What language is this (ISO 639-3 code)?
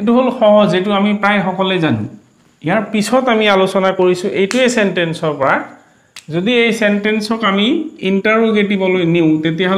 asm